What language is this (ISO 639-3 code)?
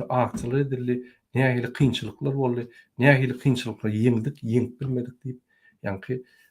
tuk